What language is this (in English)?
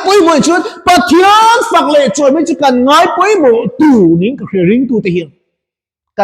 Mizo